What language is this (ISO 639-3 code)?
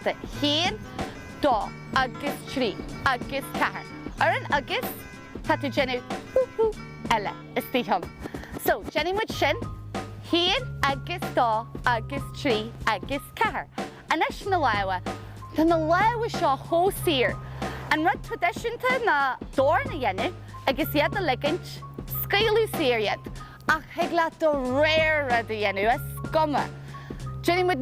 gle